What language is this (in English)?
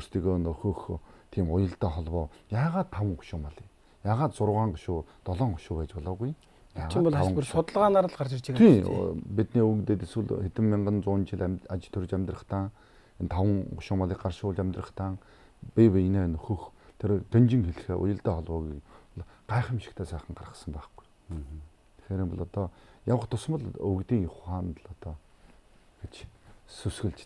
Mongolian